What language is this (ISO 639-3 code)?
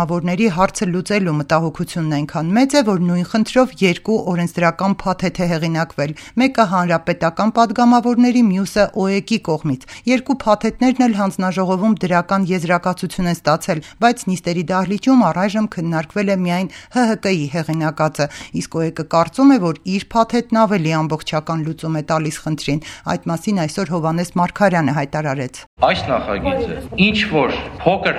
hye